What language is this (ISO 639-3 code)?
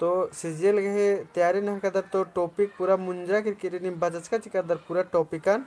kru